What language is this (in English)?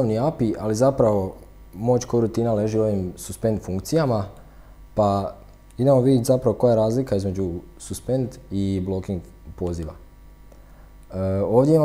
Croatian